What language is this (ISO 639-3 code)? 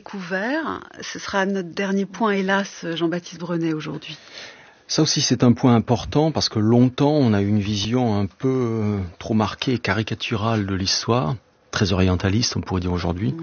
fra